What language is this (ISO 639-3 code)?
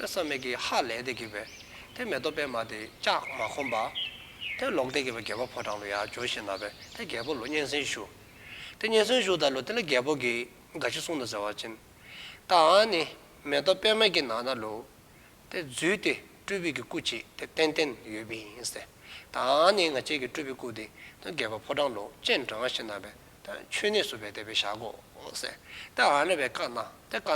dzo